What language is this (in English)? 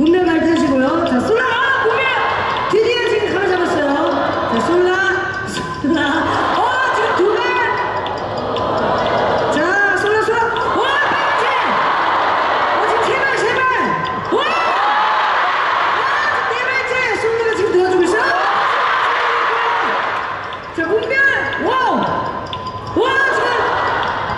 Korean